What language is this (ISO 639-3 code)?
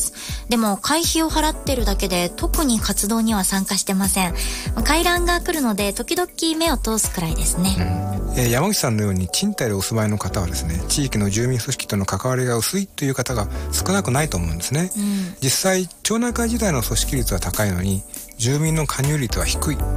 jpn